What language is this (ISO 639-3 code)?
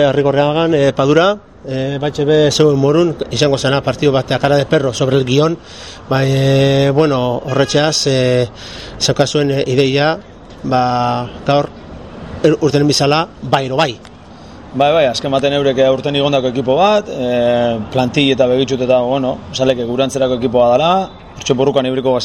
eus